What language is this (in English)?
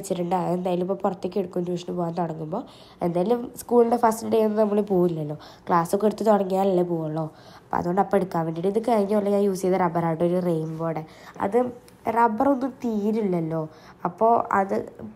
Malayalam